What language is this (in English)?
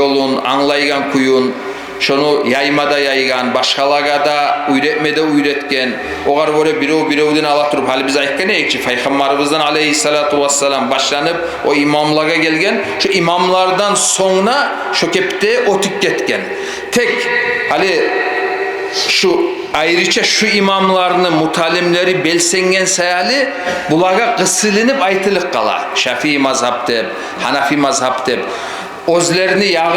Kumyk